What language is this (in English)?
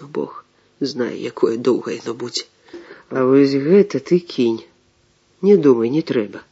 Belarusian